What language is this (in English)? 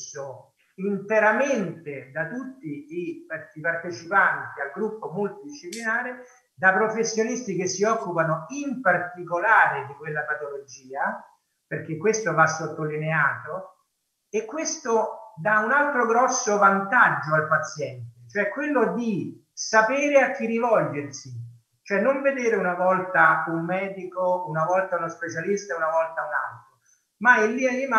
Italian